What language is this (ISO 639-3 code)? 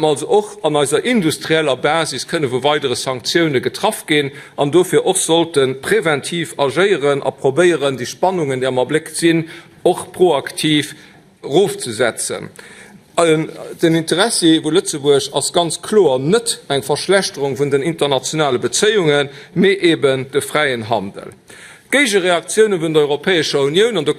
ltz